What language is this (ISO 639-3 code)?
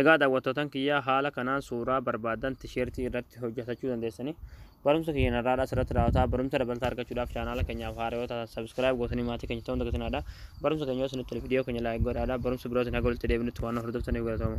orm